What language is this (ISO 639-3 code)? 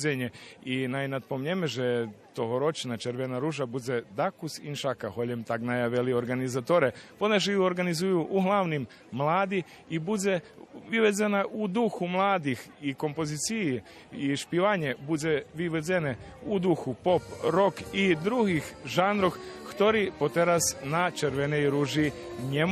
rue